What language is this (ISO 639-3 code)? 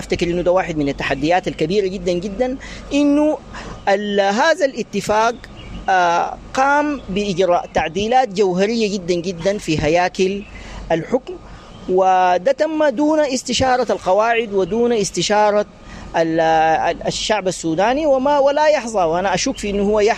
apd